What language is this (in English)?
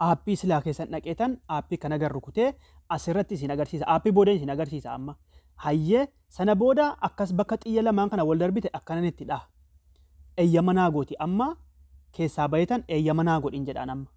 Oromo